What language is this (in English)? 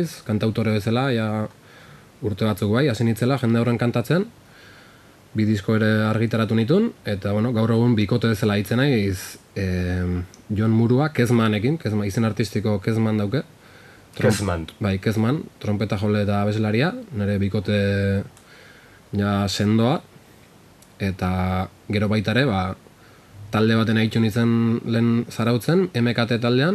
Basque